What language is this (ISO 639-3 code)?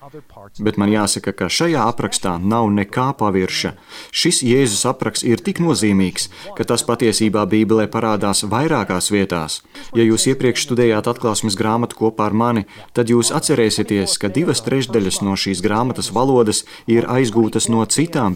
lav